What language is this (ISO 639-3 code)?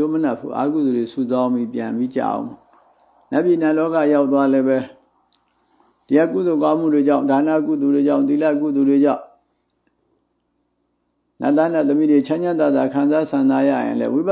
mya